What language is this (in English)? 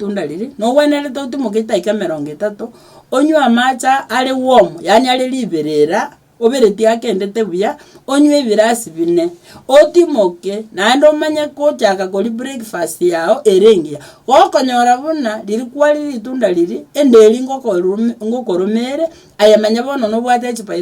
Gusii